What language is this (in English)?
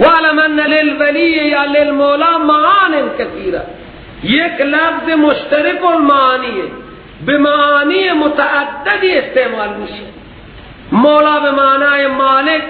Persian